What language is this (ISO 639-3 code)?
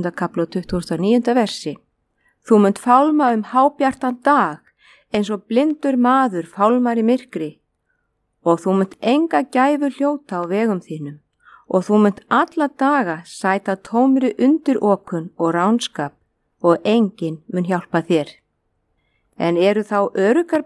isl